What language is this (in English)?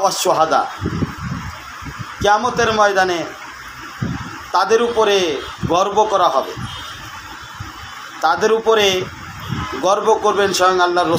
Bangla